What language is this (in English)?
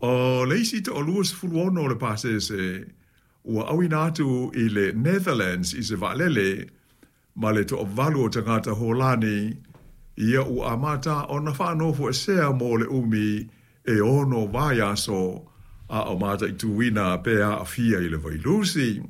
Samoan